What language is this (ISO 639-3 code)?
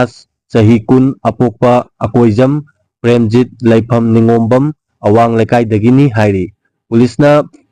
mni